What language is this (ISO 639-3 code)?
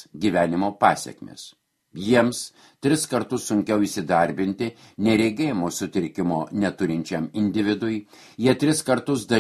lit